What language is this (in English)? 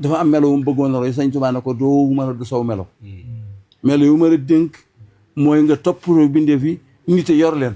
Wolof